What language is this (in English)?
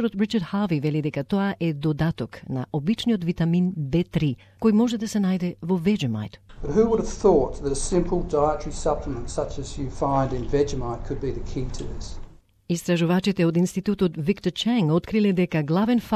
Macedonian